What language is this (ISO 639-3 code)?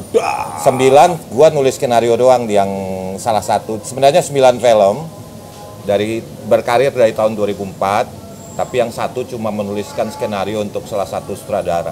ind